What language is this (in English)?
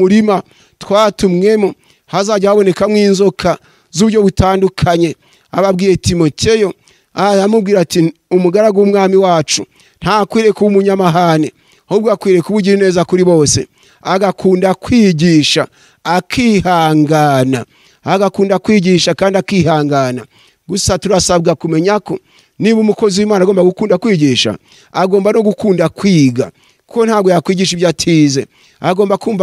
Kinyarwanda